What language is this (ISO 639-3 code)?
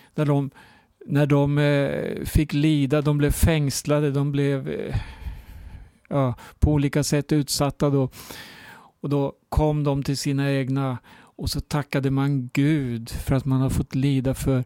swe